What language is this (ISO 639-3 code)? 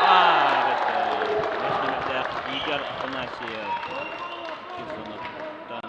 sah